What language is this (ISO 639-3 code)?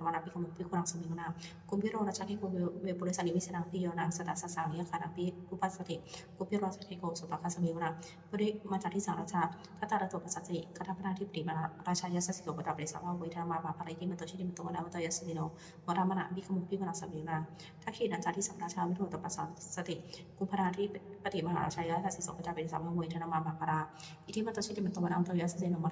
pli